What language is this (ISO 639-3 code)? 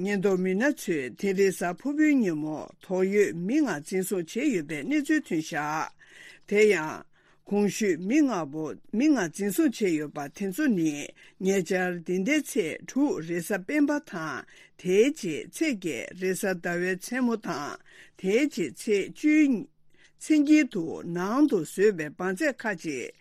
bod